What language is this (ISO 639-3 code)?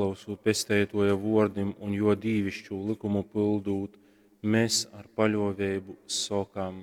ltg